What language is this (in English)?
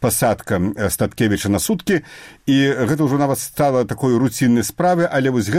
Belarusian